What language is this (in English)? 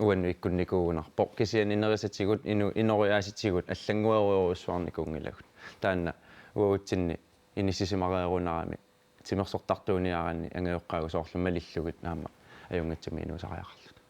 Kalaallisut